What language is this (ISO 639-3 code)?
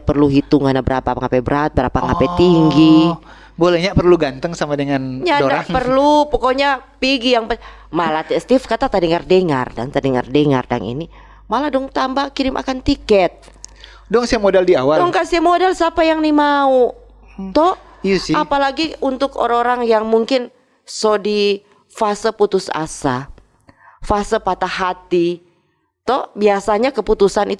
xmm